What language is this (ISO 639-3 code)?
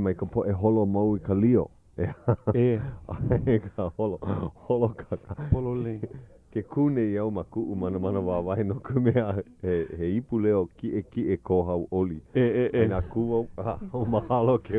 haw